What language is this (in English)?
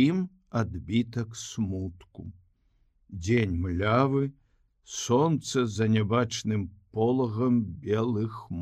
Belarusian